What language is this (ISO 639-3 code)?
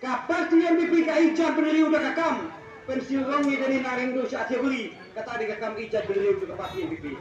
kha